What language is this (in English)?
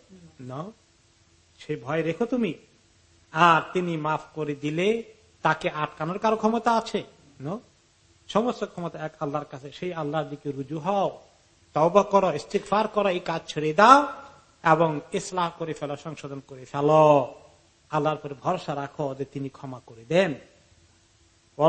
Bangla